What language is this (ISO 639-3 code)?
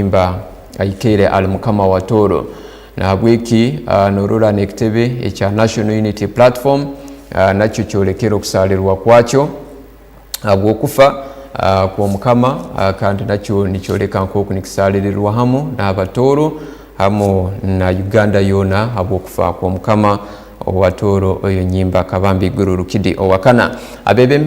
ttj